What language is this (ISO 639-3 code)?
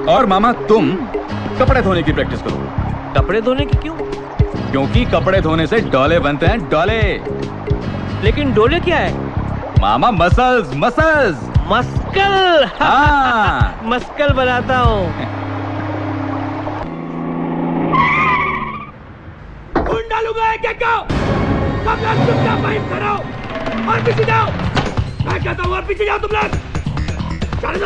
hin